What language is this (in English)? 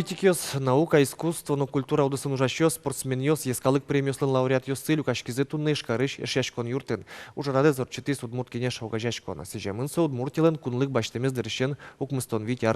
Udmurt